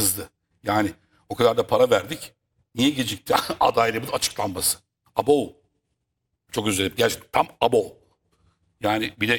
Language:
Turkish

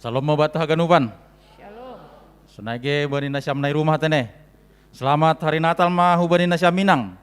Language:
Batak Simalungun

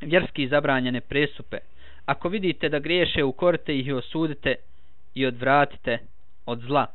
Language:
Bosnian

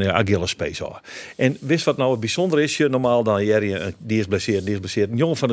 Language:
Western Frisian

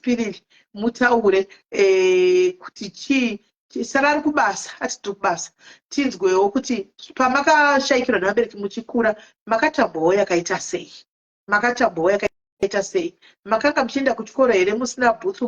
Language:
Shona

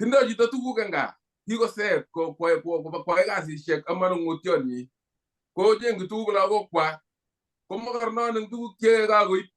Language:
Kalenjin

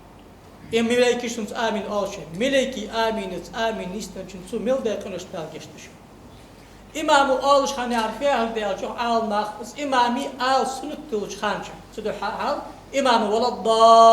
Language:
Ingush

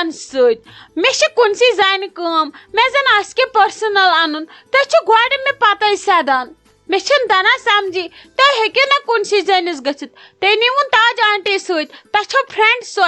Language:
Kashmiri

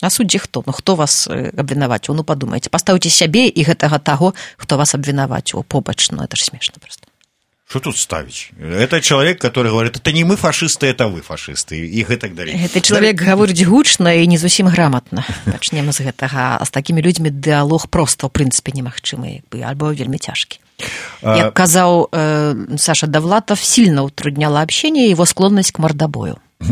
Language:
Belarusian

